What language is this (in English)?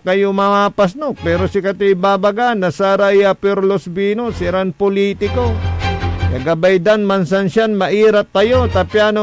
Pangasinan